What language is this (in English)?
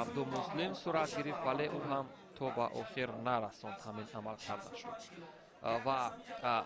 Tajik